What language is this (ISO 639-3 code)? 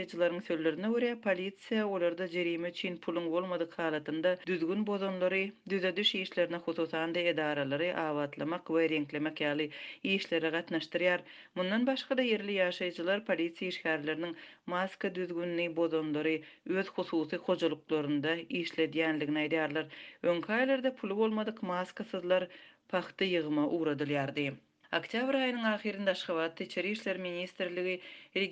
tuk